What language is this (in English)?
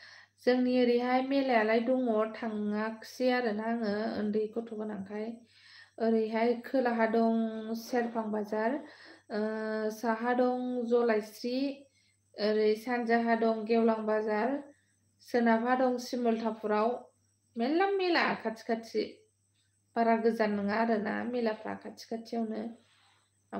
Bodo